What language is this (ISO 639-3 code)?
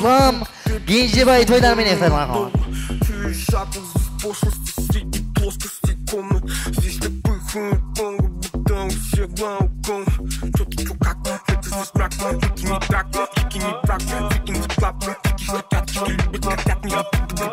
kaa